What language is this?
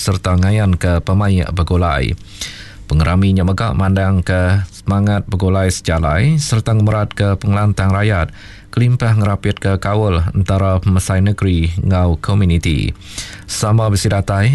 Iban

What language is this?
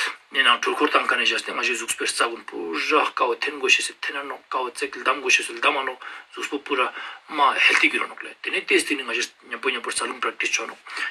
Ladakhi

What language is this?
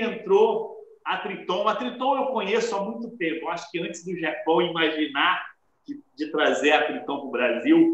Portuguese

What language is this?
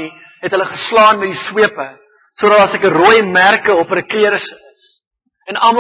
Afrikaans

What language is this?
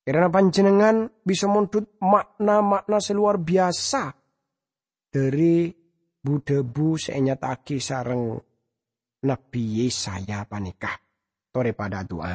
Madurese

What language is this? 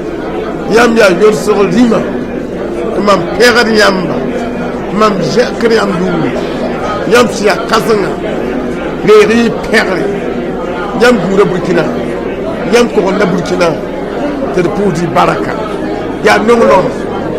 Mossi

